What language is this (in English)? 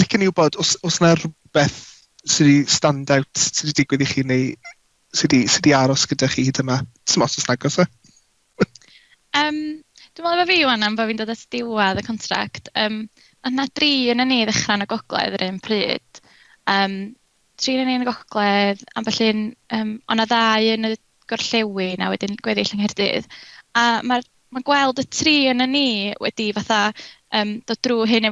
Welsh